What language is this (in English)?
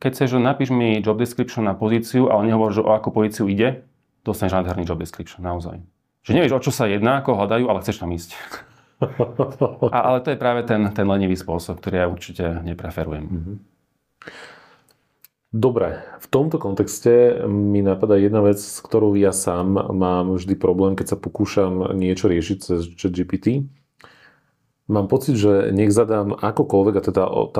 Slovak